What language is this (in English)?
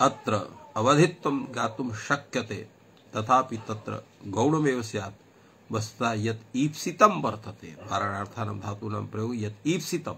Sanskrit